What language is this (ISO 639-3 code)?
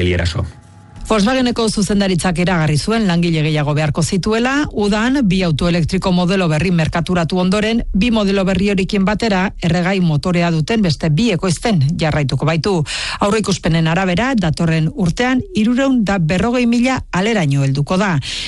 eus